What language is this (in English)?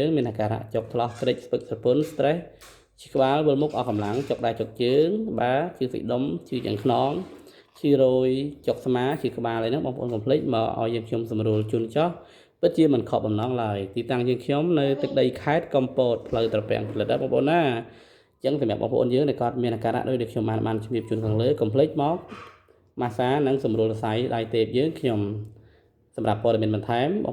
Khmer